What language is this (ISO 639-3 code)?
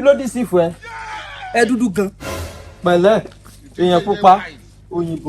yor